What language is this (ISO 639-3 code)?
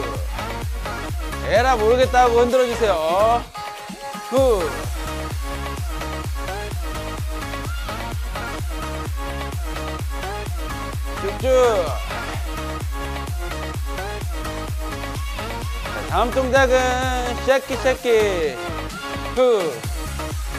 kor